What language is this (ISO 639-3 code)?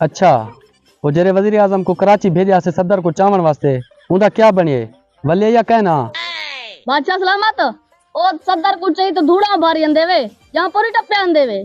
skr